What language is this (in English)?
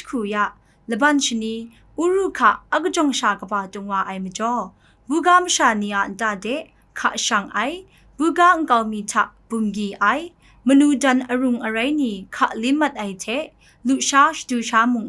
Kachin